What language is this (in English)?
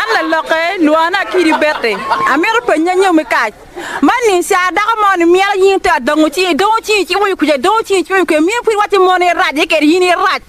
Acoli